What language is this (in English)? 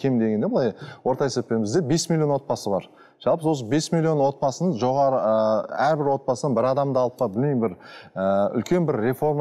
Kazakh